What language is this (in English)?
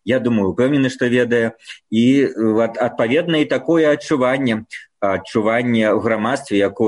Belarusian